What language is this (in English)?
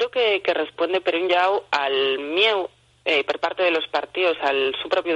Asturian